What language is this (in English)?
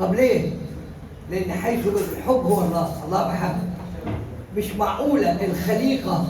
Egyptian Arabic